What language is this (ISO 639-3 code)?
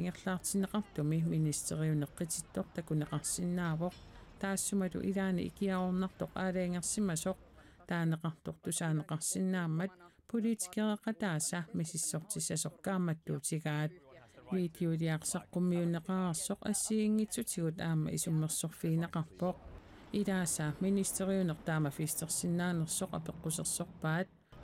kal